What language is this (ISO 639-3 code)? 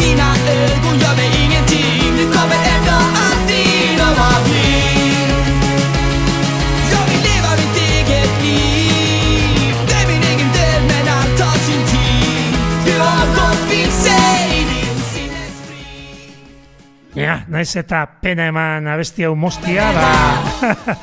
eus